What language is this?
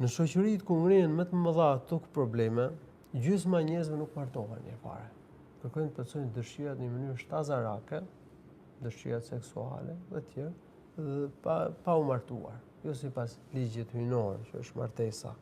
Albanian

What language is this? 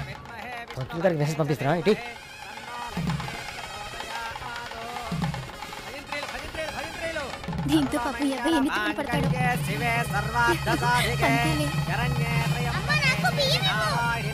Telugu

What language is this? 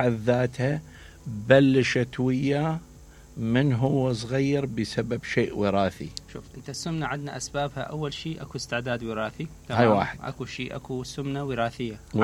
Mesopotamian Arabic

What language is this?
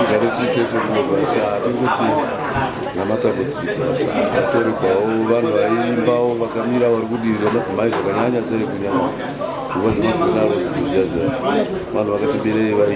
Shona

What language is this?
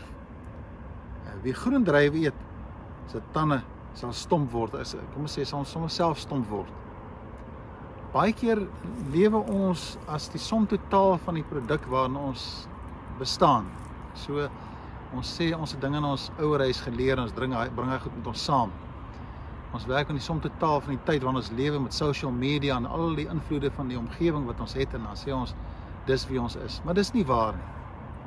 Afrikaans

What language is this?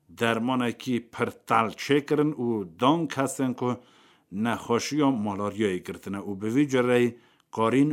Kurdish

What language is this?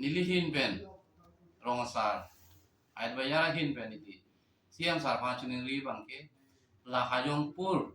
Karbi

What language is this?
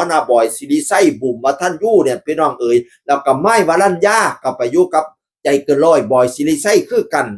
Northeastern Thai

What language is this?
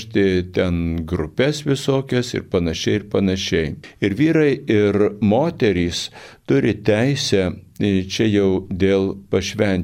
Lithuanian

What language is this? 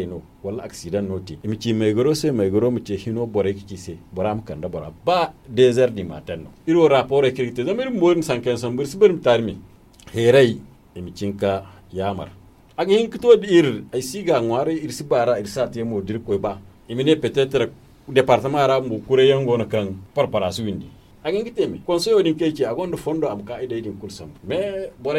Zarma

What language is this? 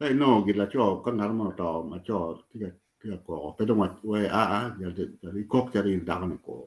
Acoli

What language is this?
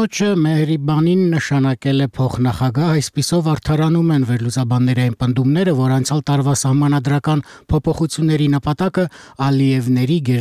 Armenian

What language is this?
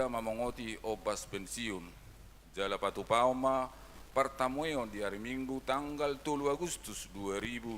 Batak Toba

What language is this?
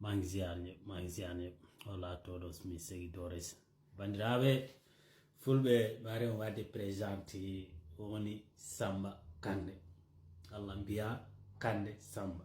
Fula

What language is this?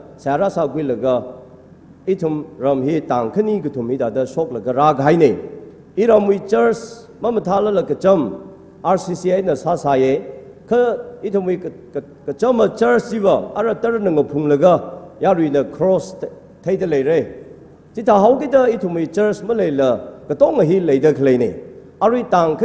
Tangkhul Naga (India)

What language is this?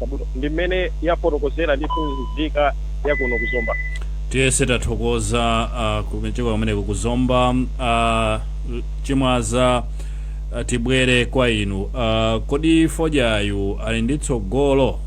Nyanja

